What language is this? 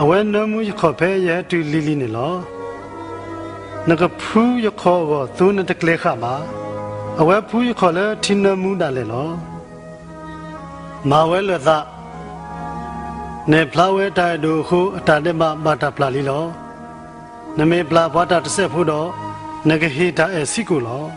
S'gaw Karen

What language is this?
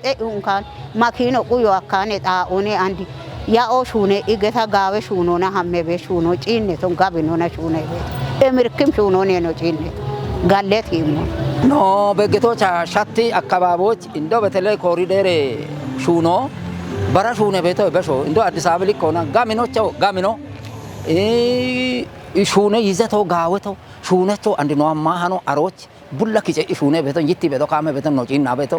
Kafa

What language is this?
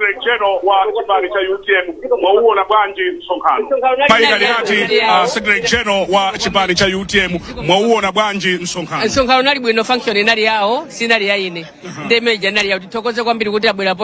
Nyanja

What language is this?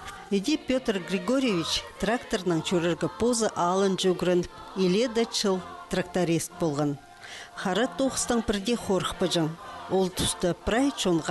Khakas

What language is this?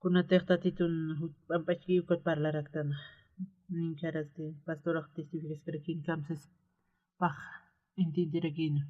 Aymara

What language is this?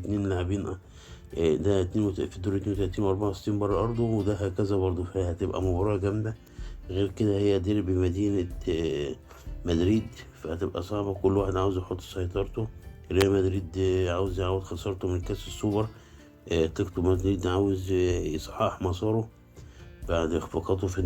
Egyptian Arabic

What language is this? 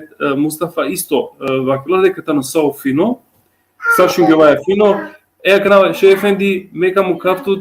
Balkan Romani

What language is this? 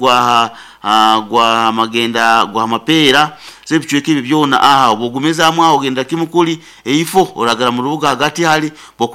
Nyoro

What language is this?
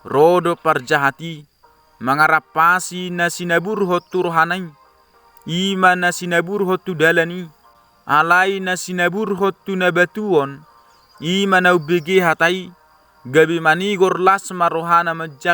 Batak Toba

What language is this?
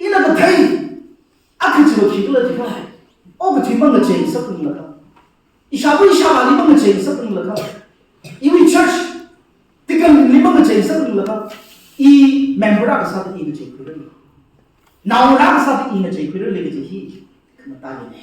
Tangkhul Naga (India)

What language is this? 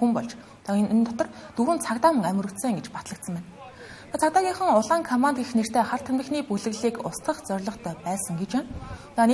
Mongolian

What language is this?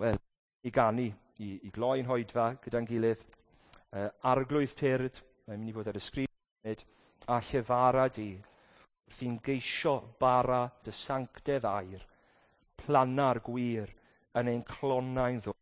Welsh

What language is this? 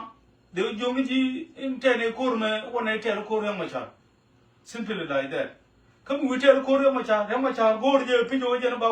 Nuer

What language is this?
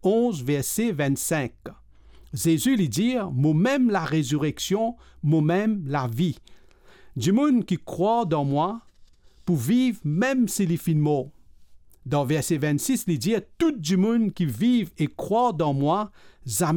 Morisyen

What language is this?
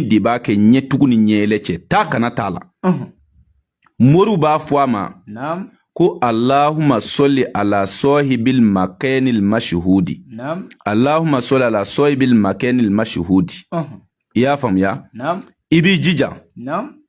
Bambara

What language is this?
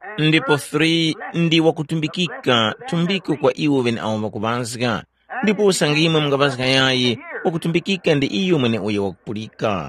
Tumbuka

